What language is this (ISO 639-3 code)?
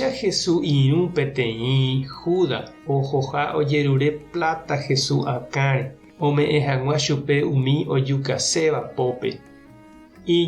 grn